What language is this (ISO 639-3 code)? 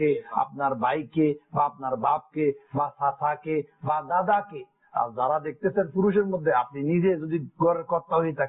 ben